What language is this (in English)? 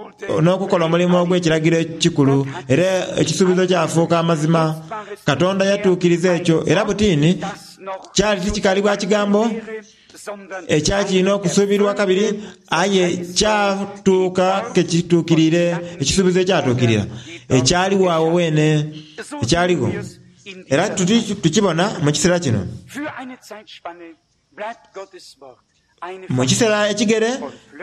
Soga